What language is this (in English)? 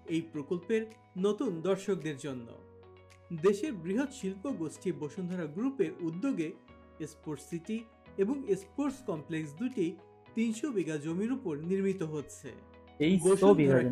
Bangla